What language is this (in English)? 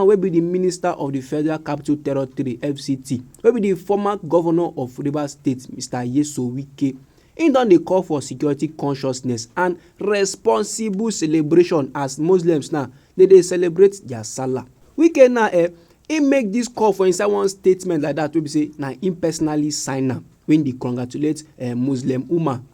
Nigerian Pidgin